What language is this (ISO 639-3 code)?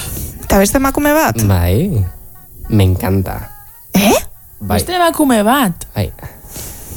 eus